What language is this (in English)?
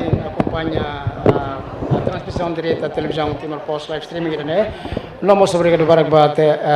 Tetum